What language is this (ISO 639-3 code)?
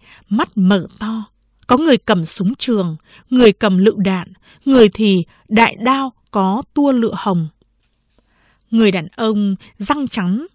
vie